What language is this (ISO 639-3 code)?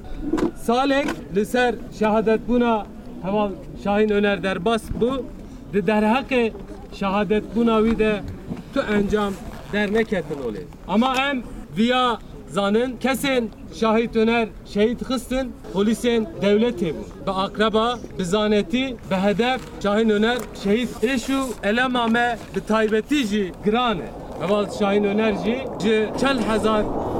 kur